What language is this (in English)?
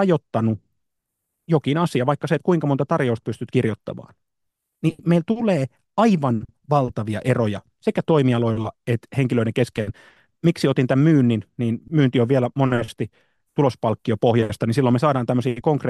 Finnish